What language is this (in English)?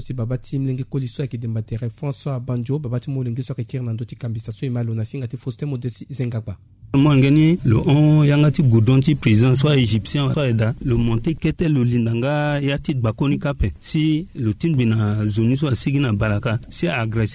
Sango